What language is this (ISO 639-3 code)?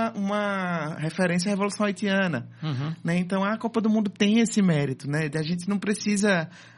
por